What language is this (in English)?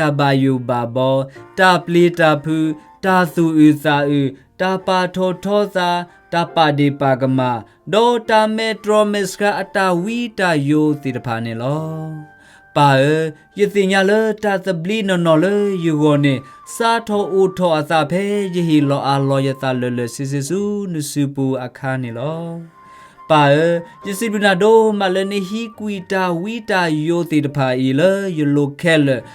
S'gaw Karen